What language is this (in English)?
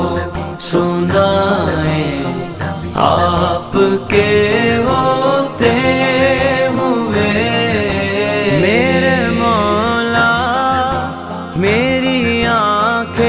Urdu